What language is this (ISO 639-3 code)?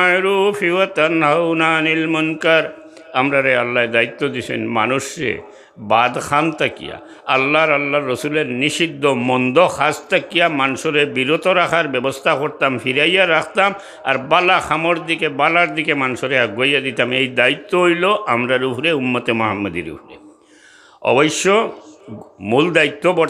syl